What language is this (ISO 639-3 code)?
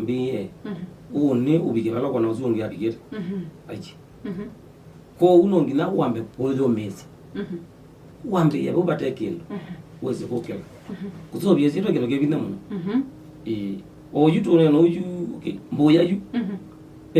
kam